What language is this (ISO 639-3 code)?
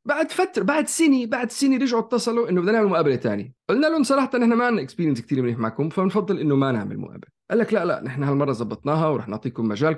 apc